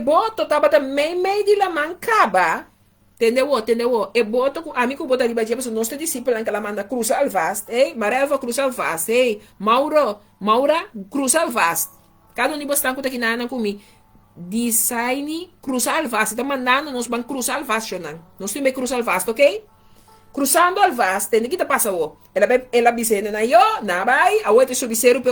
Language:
Papiamento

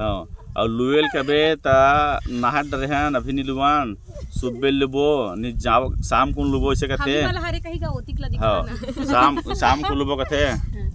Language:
Chhattisgarhi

